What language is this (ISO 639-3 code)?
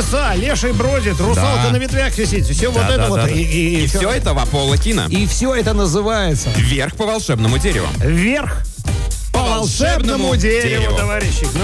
rus